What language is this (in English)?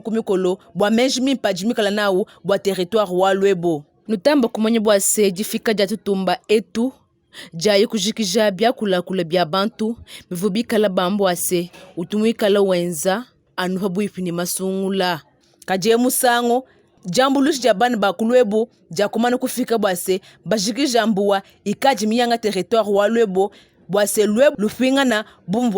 Luba-Lulua